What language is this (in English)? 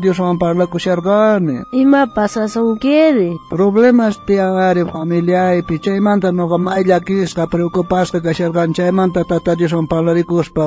South Bolivian Quechua